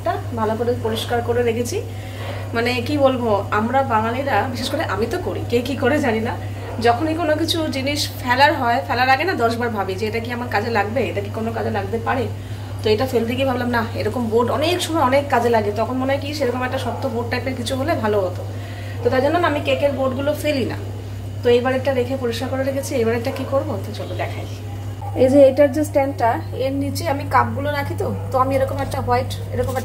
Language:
Bangla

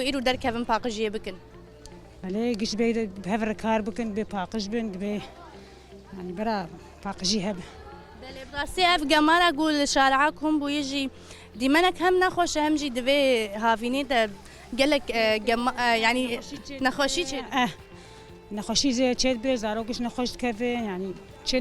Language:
Kurdish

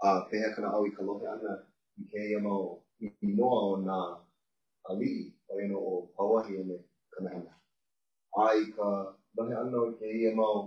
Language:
Hawaiian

